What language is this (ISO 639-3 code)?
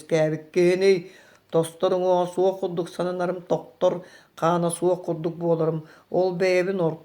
sah